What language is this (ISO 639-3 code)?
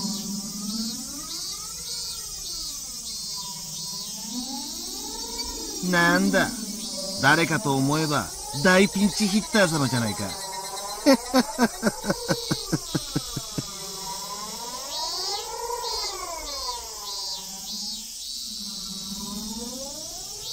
jpn